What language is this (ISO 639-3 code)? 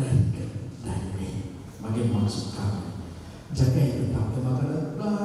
btx